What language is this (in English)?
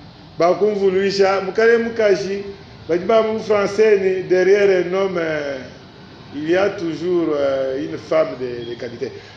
Luba-Lulua